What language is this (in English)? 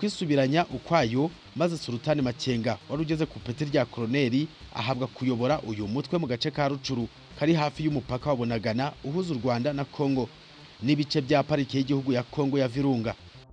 Kinyarwanda